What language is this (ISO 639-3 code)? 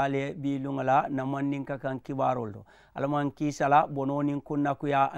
man